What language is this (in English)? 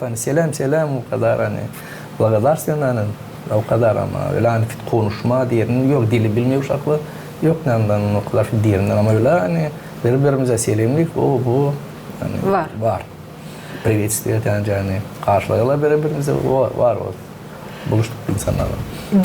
Gagauz